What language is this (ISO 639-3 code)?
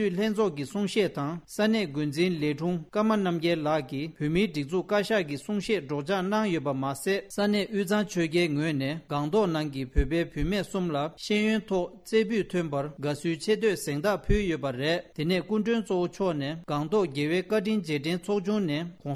bod